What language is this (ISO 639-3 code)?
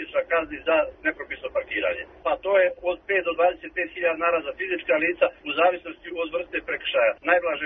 srp